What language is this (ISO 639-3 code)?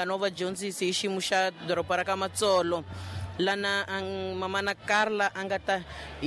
tso